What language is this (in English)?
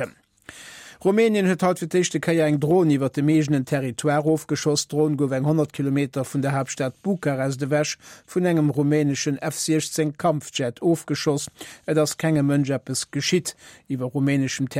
Luxembourgish